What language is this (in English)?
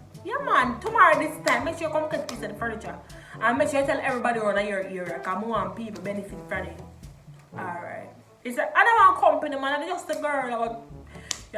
Jamaican Creole English